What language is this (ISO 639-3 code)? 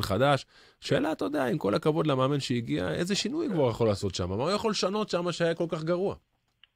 heb